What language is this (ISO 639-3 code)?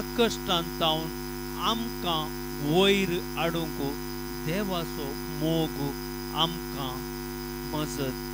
kok